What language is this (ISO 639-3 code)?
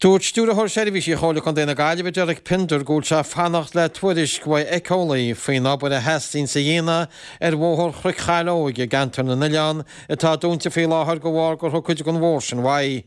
gle